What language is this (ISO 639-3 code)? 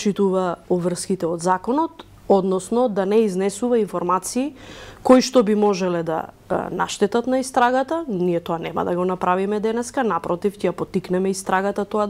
mkd